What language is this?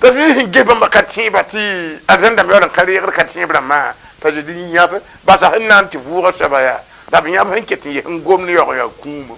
Mossi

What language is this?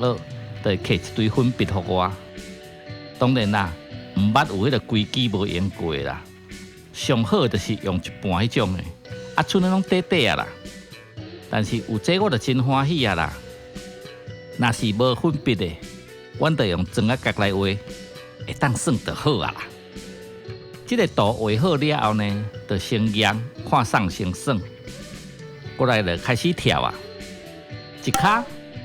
Min Nan Chinese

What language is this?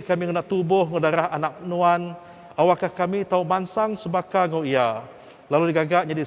Iban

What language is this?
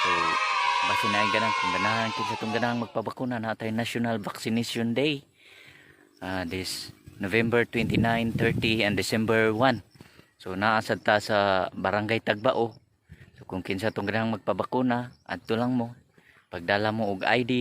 Cebuano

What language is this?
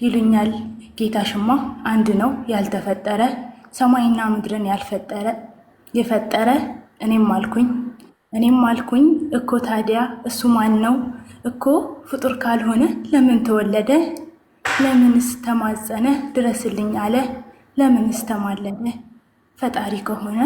Amharic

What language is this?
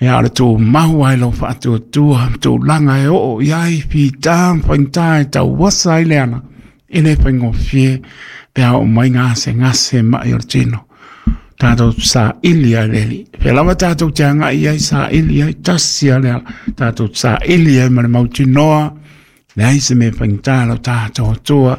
Samoan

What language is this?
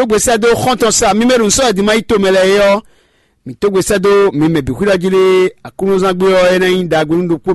Fon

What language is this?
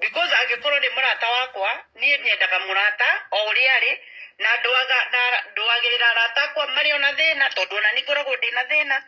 Kikuyu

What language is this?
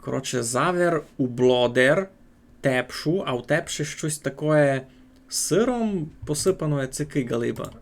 Rusyn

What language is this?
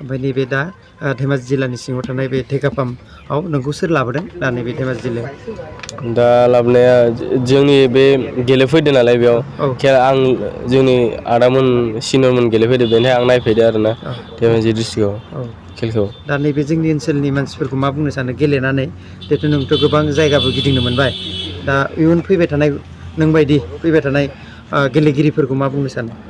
Bodo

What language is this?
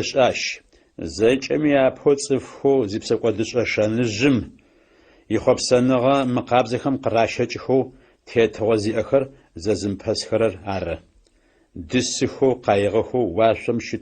Adyghe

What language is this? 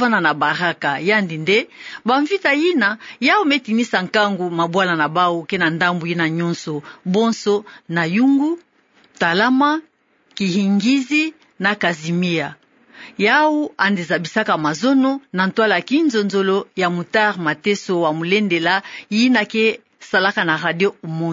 Kituba (Democratic Republic of Congo)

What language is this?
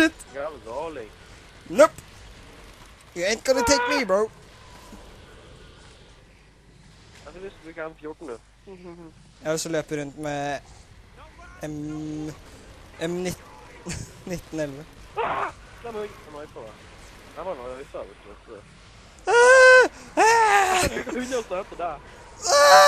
Norwegian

